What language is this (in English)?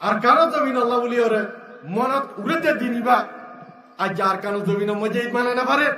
Rohingya